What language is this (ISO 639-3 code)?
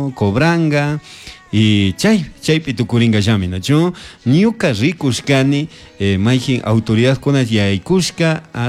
qug